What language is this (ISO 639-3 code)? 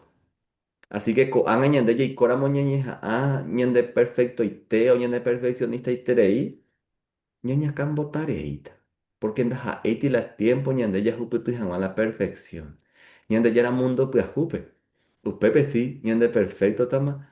grn